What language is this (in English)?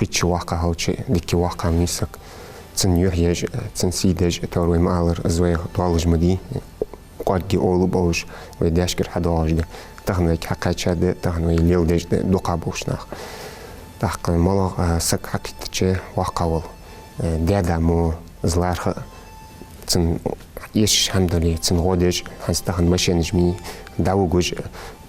Ingush